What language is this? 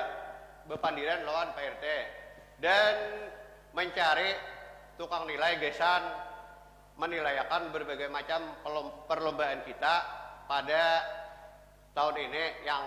Banjar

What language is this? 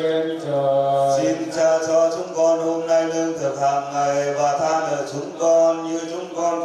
Vietnamese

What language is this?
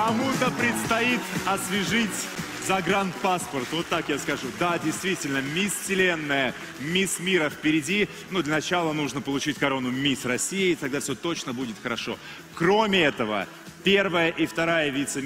Russian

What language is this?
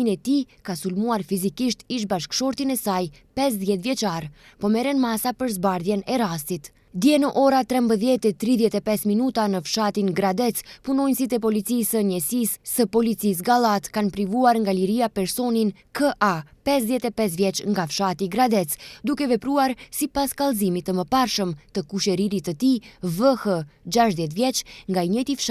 Albanian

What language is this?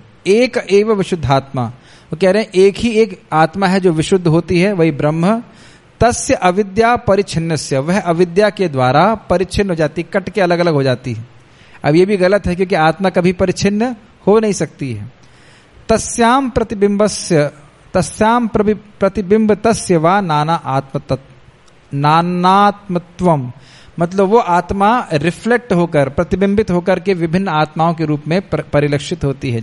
Hindi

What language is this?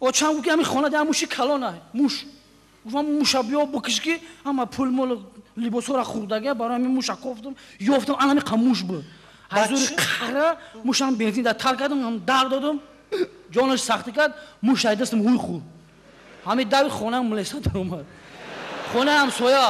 Tajik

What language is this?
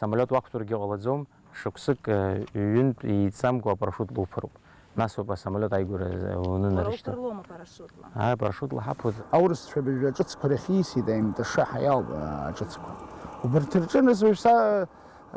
Abkhazian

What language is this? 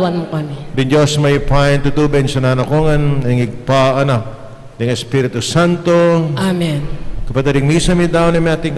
Pampanga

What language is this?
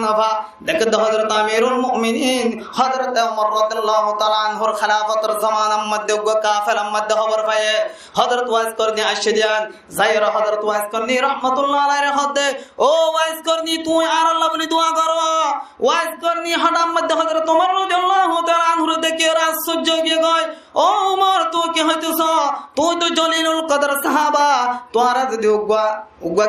Rohingya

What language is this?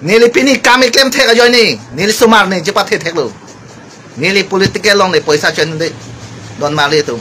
Karbi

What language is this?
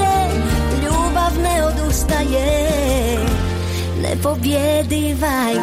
Croatian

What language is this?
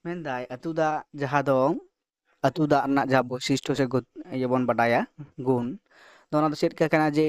Santali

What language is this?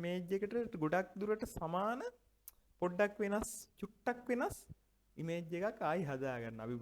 Sinhala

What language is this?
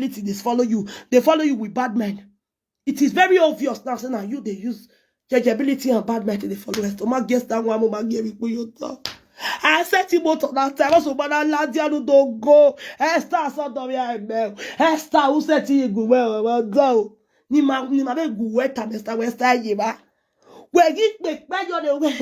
Nigerian Pidgin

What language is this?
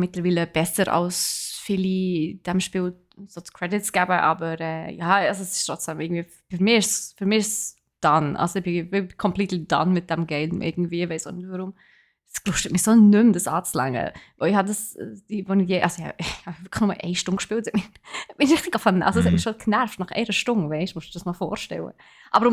Swiss German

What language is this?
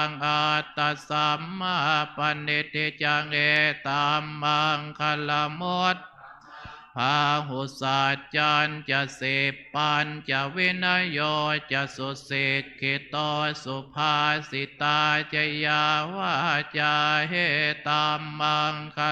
Pali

